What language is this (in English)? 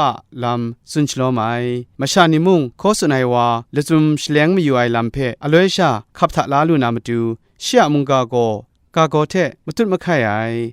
Kachin